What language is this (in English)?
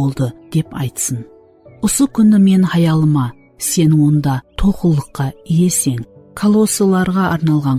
Kara-Kalpak